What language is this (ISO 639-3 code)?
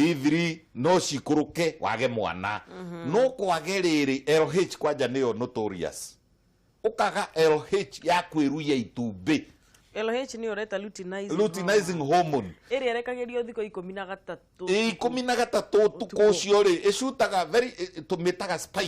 kik